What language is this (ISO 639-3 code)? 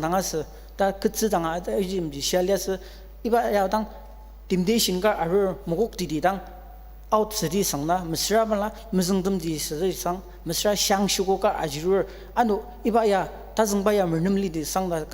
njo